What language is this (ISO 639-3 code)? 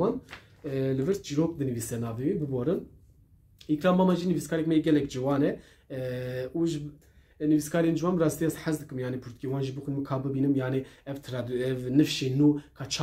kur